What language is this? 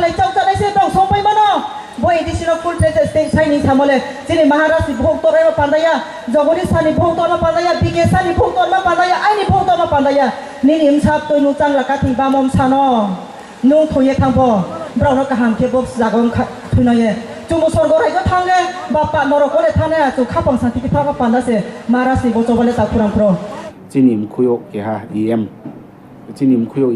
Riang (India)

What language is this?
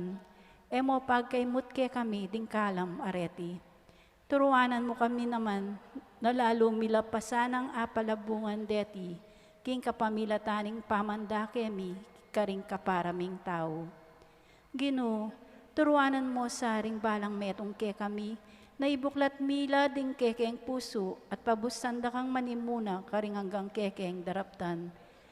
Pampanga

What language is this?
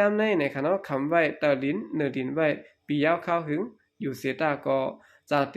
Shan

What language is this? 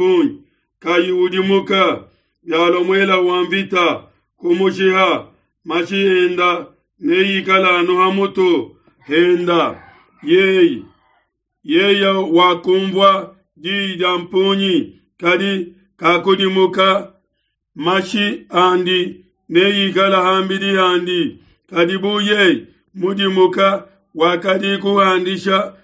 Luba-Lulua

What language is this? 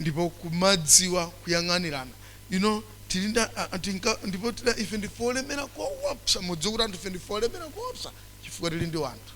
Nyanja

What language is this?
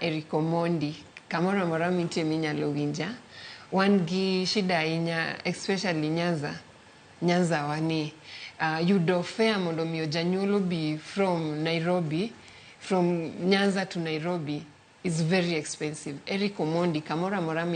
Luo (Kenya and Tanzania)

